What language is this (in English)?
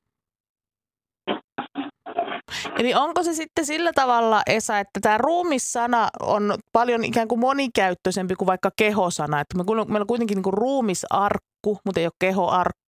Finnish